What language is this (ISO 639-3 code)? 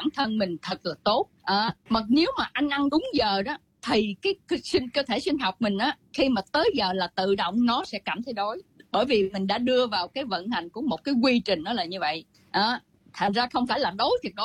vie